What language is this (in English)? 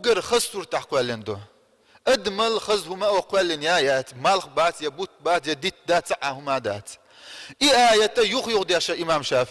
Chechen